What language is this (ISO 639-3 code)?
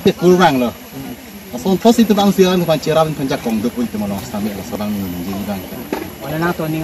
mjw